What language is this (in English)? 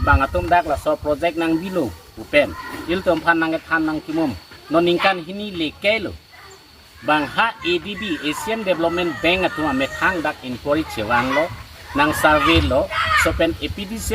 Karbi